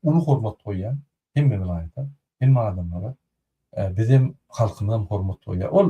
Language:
Turkmen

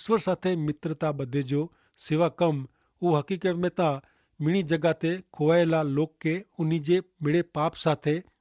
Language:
Kachhi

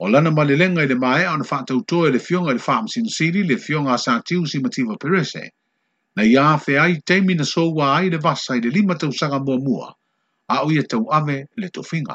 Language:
Samoan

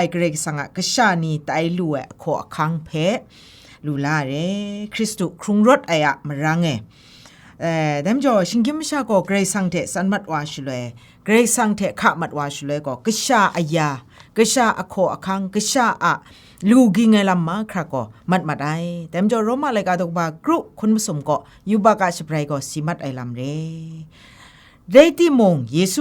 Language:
Kachin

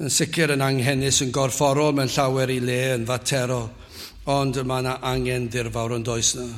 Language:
Welsh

